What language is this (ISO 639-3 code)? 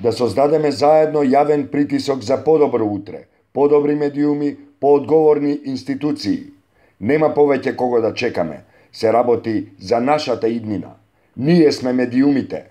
mkd